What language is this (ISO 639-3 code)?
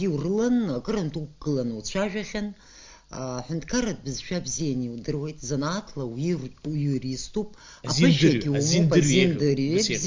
abk